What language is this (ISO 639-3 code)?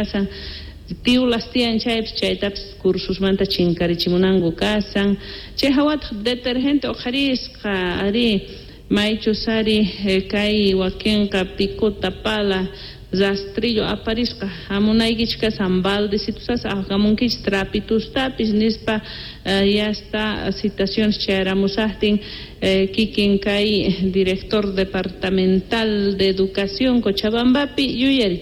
quh